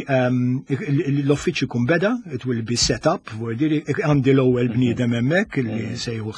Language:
Maltese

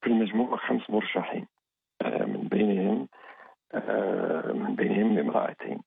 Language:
Algerian Arabic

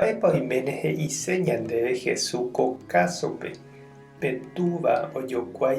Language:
Guarani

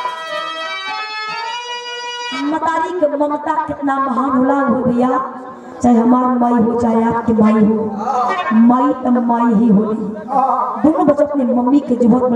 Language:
Bhojpuri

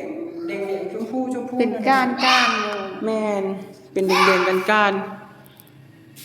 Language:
Northeastern Thai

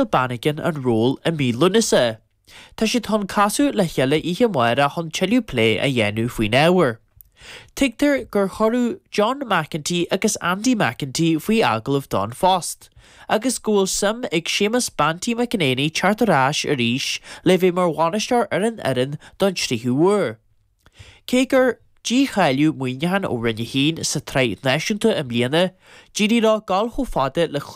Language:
Irish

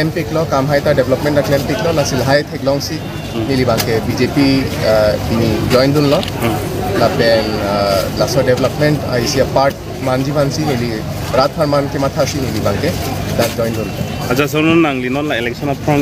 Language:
Karbi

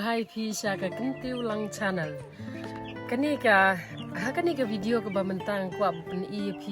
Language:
Khasi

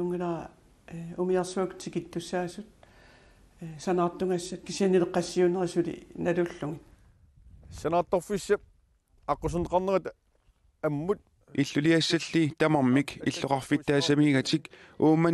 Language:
Kalaallisut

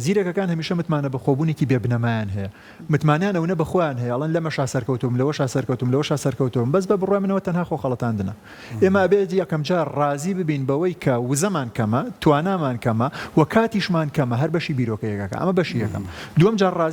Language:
Central Kurdish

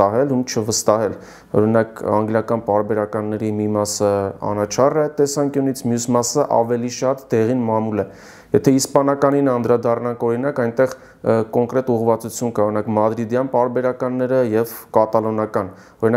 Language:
Armenian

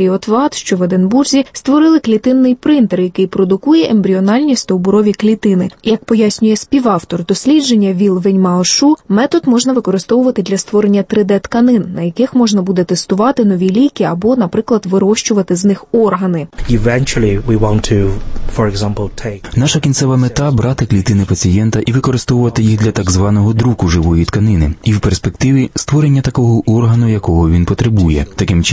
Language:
Ukrainian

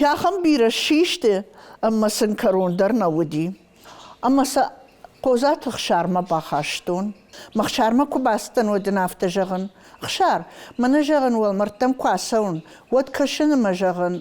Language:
Ossetic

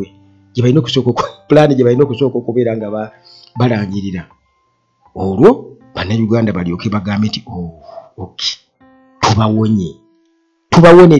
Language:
Ganda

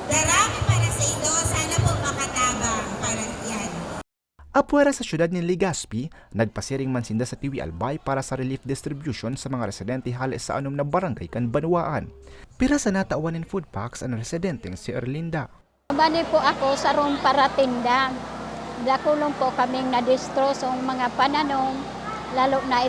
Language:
Bikol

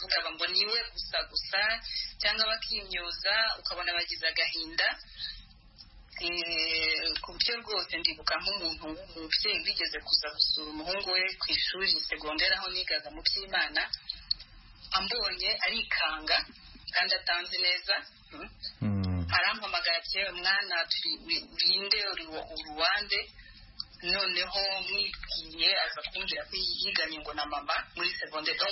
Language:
Kinyarwanda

